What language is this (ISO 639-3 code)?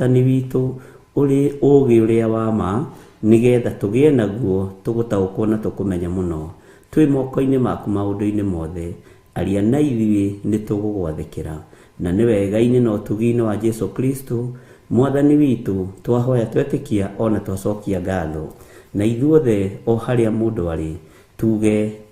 kik